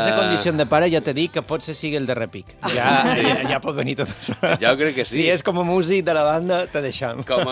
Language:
Catalan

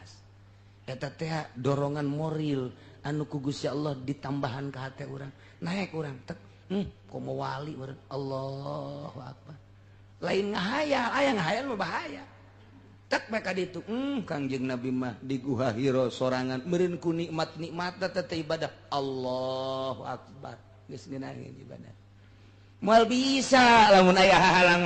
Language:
Sundanese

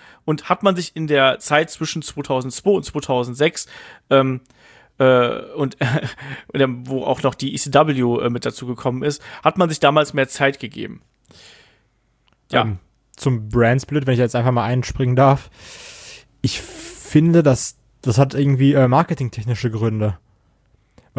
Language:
German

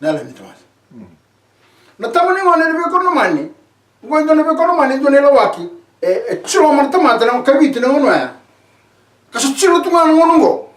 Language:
Fijian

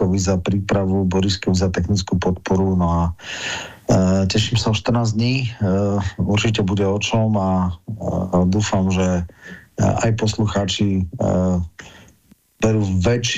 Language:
Slovak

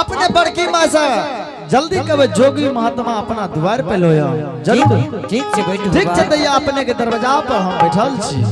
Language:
Angika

